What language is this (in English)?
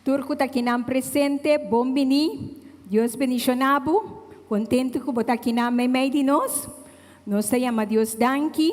Papiamento